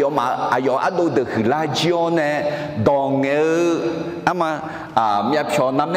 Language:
Akha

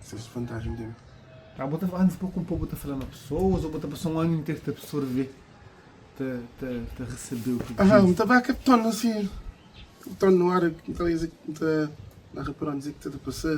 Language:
Kabuverdianu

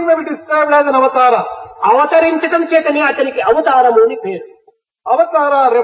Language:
Telugu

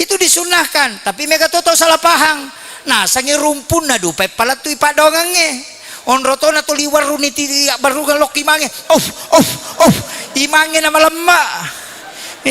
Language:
Buginese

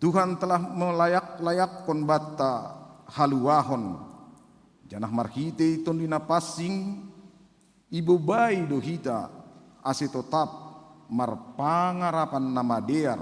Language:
Batak Simalungun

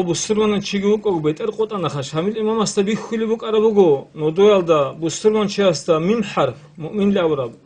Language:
Avaric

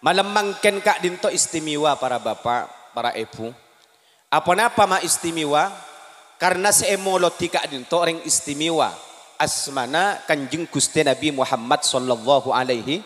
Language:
Madurese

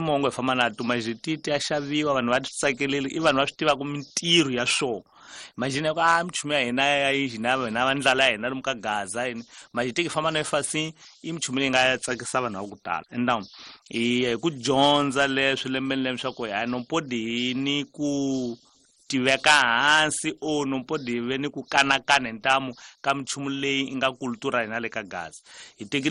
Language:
Tsonga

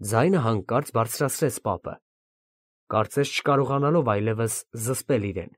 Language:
Armenian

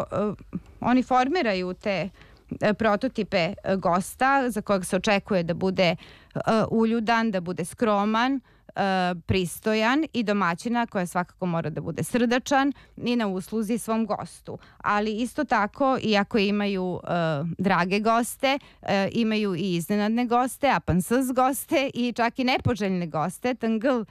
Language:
Serbian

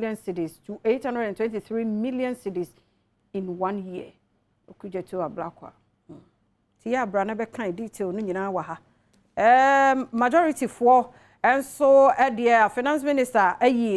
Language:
Akan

